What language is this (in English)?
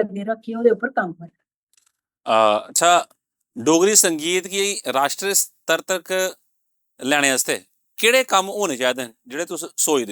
Dogri